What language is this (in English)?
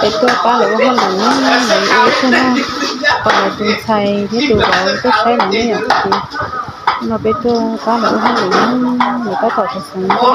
Hmong